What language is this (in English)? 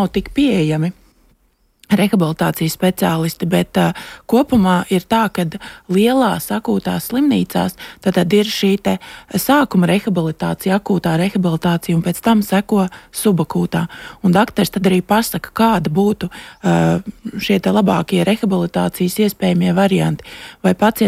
Latvian